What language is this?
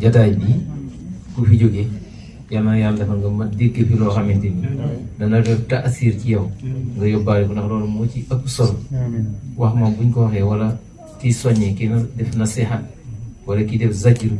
Wolof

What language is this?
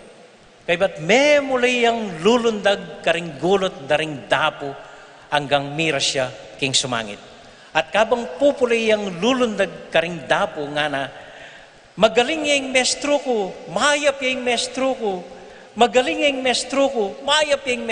Pampanga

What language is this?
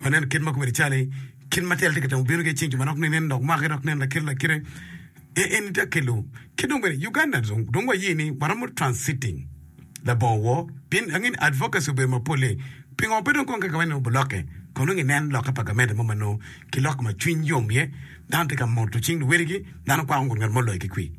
Acoli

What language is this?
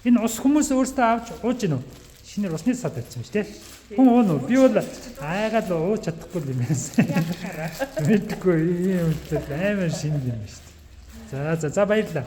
Mongolian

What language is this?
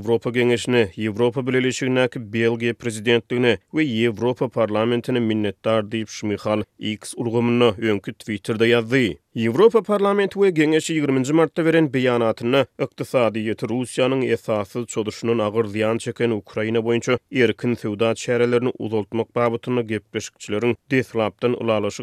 Turkmen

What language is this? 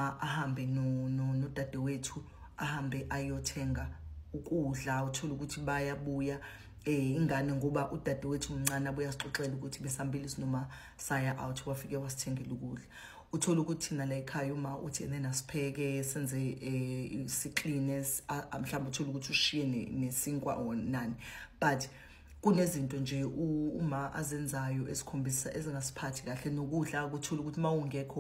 Zulu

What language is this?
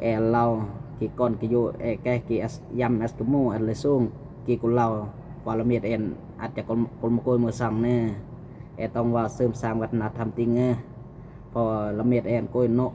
Lao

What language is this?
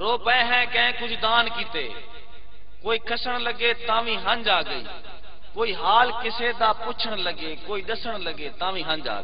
Saraiki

